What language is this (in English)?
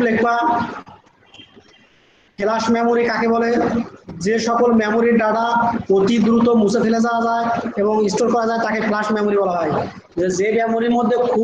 Bangla